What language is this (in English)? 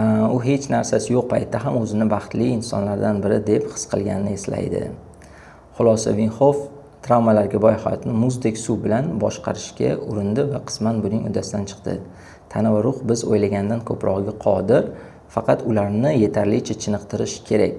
Uzbek